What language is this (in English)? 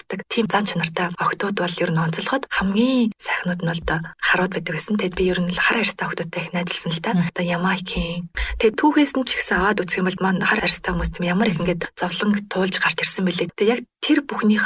Mongolian